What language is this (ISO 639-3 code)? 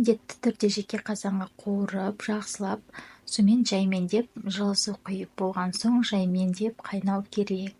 kaz